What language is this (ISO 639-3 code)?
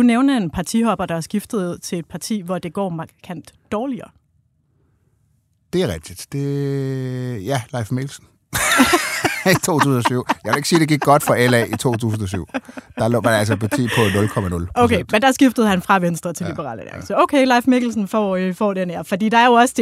dan